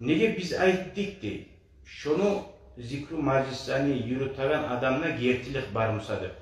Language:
Kumyk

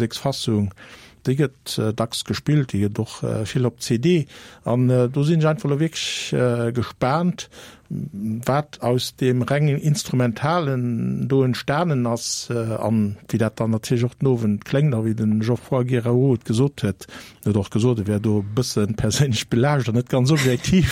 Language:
Luxembourgish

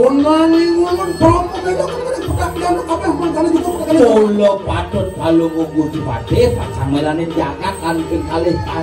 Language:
Balinese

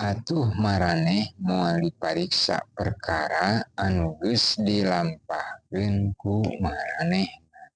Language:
Sundanese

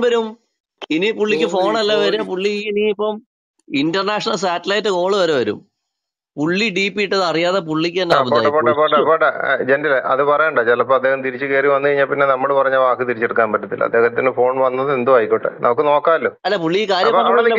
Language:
Malayalam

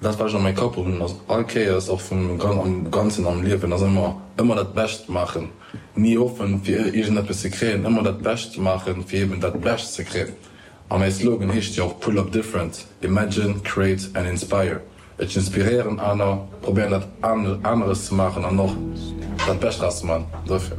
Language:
Luxembourgish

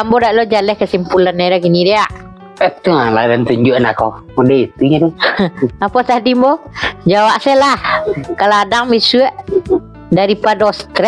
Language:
Minangkabau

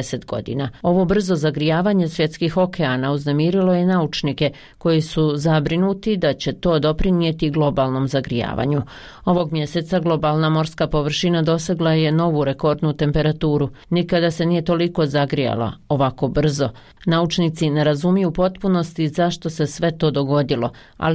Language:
Bosnian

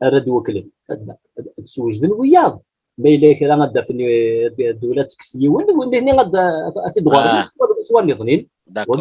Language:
Kabyle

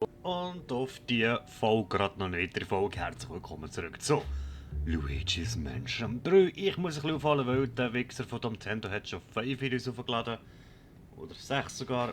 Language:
Swiss German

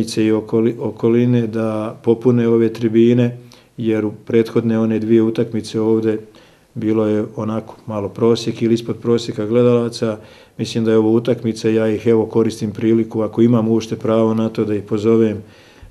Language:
Serbian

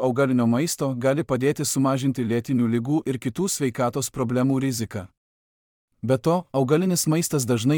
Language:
Lithuanian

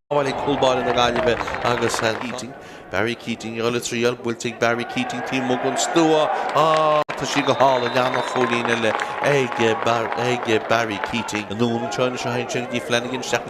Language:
Irish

